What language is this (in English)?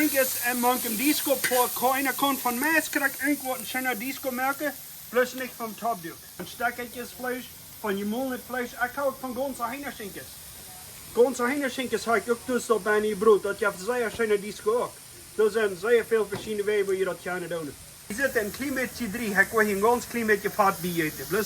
Plautdietsch